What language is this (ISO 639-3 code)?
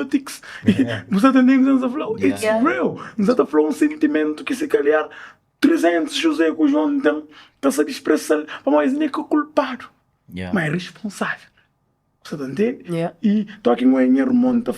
kea